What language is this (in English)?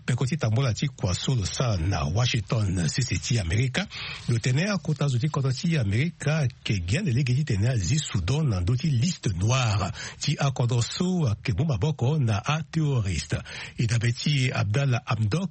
Sango